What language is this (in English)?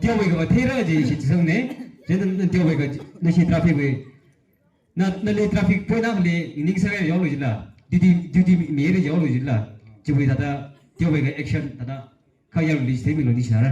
Tangkhul Naga (India)